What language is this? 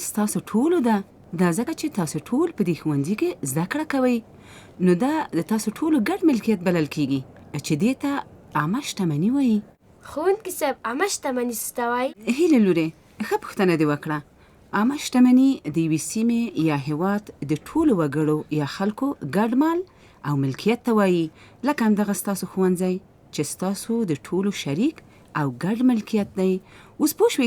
Pashto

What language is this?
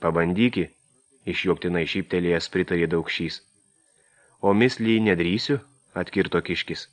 Lithuanian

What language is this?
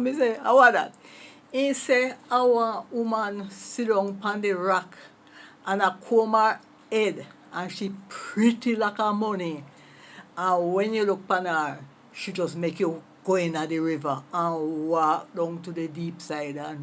Jamaican Creole English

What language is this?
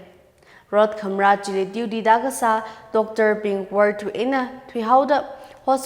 Tangkhul Naga (India)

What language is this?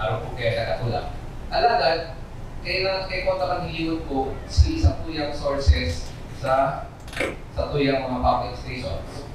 Bikol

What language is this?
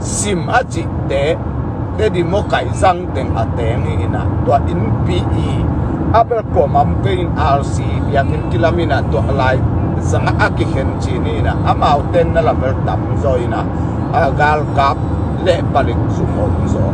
Tedim Chin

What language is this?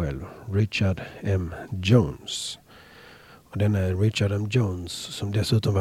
Swedish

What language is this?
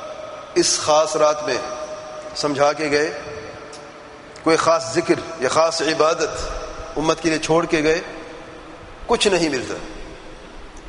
Urdu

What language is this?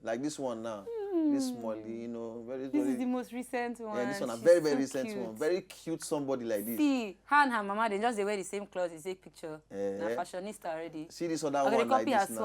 Nigerian Pidgin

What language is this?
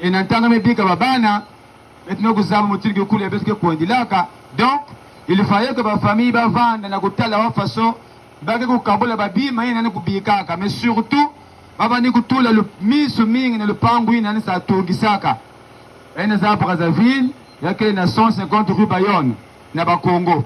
Kituba (Democratic Republic of Congo)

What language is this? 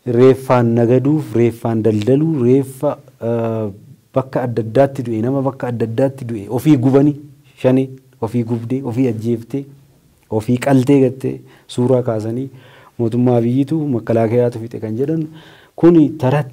Oromo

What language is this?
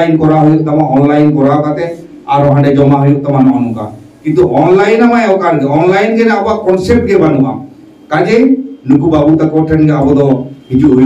Santali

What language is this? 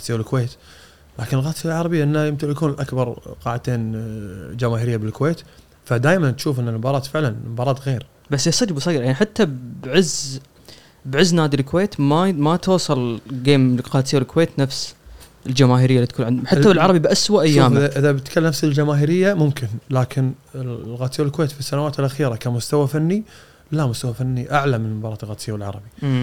Gulf Arabic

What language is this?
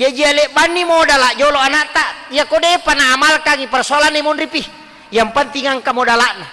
Buginese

